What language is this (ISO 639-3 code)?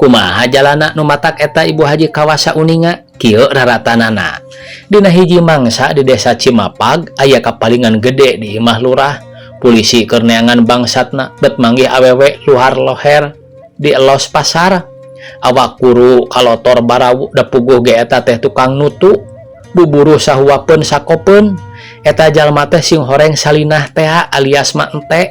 sun